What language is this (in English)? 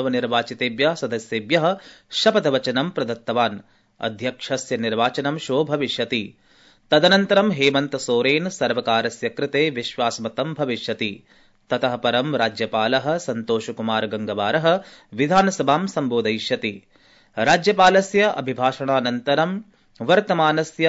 Sanskrit